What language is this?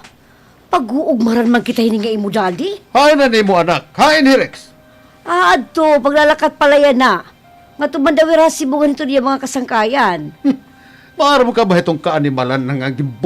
Waray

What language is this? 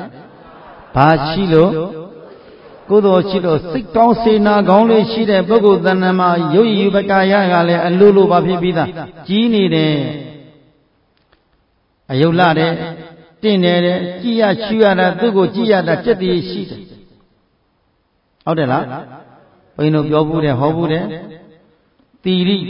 Burmese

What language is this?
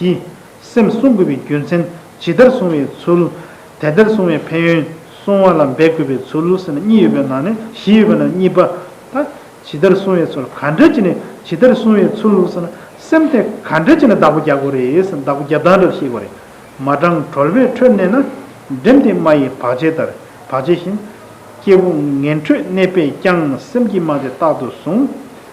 Tibetan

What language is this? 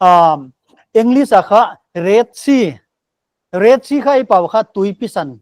Paite Chin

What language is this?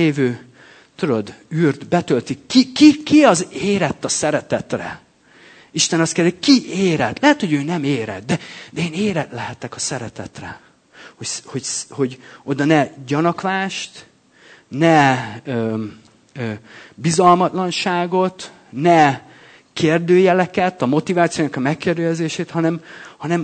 Hungarian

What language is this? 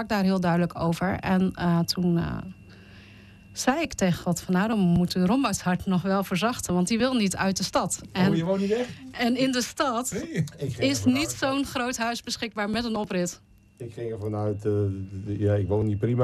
Dutch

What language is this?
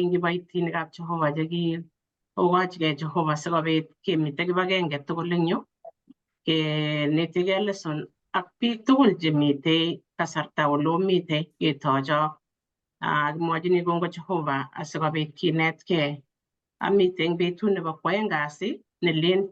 Kalenjin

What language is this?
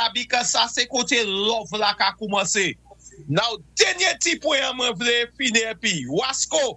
Saint Lucian Creole French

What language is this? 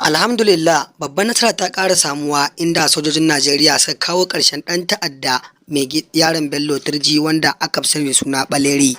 Hausa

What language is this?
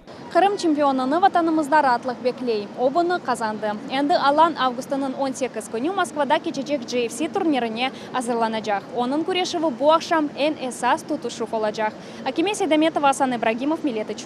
Crimean Tatar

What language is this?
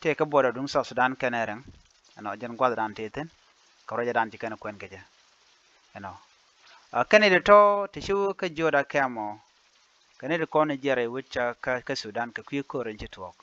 Nuer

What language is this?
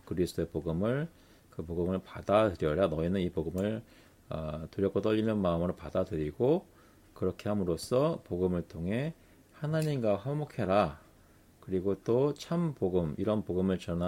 Korean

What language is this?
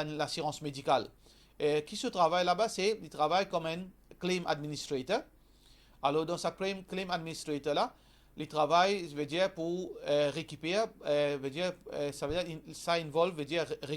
Morisyen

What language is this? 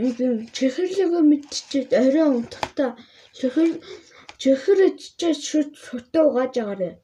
Mongolian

